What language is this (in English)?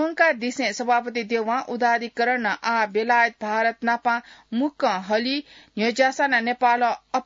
Newari